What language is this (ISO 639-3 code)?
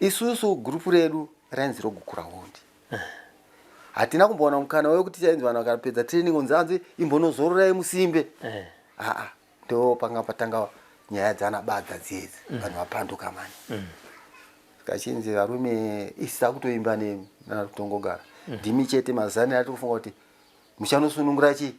sna